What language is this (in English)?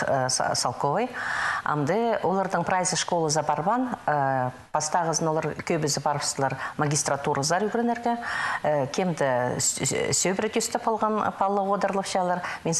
Khakas